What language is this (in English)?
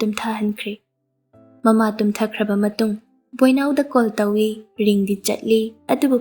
Manipuri